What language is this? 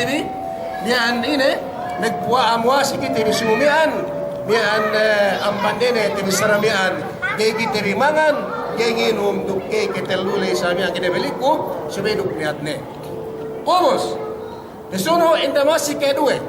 Yakan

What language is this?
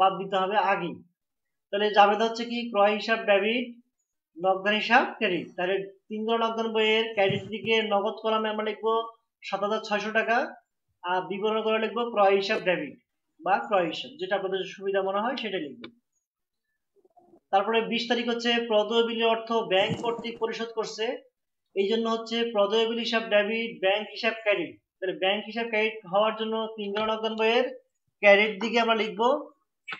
Bangla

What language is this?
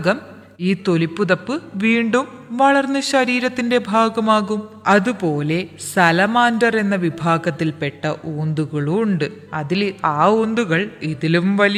Malayalam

